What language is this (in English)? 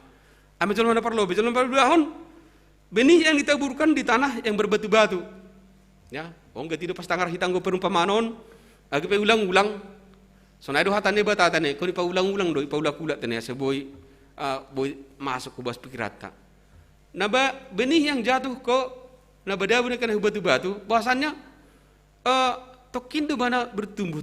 Batak Simalungun